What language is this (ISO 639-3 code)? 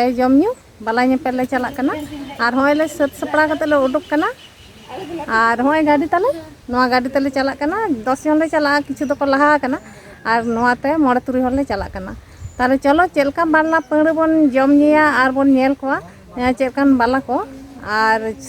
sat